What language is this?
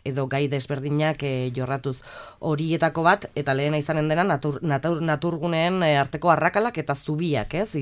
Basque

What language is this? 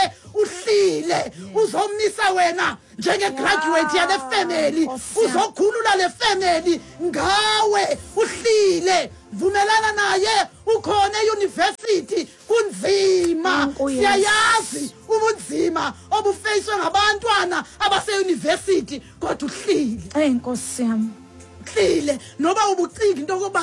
Xhosa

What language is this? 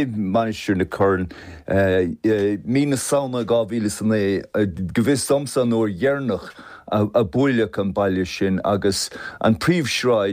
Irish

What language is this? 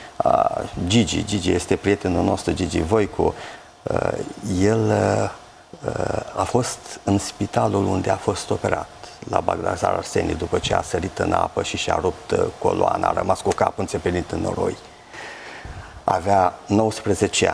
Romanian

